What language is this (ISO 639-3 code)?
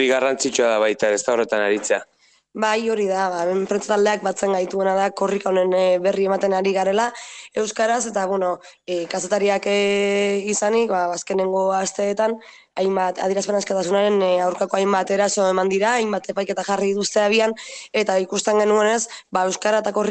eus